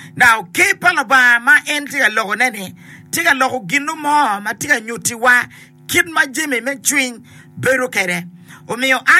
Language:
Acoli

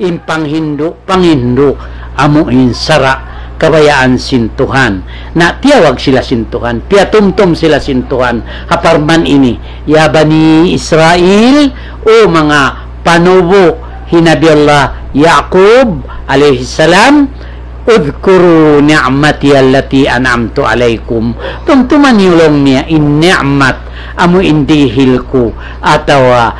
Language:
Tausug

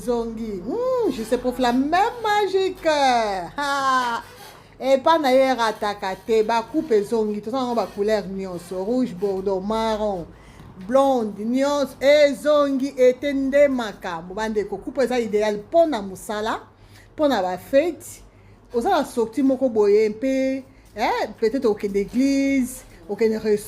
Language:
Lingala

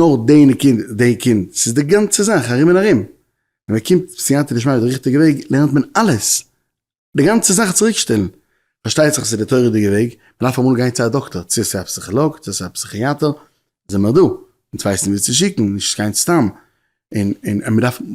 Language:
Yiddish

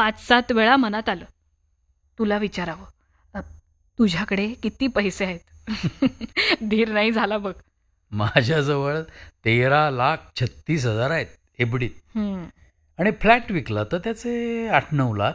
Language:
Marathi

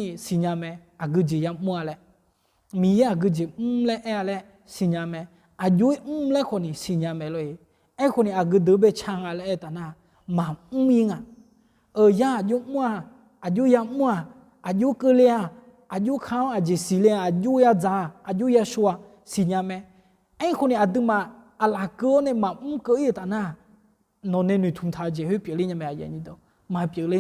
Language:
Akha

